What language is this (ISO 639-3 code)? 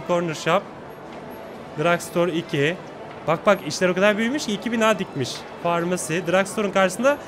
tur